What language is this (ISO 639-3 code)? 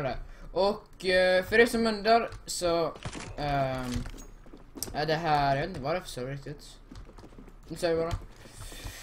swe